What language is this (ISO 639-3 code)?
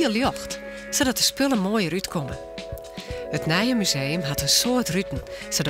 fry